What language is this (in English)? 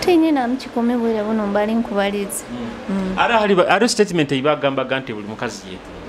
Nyoro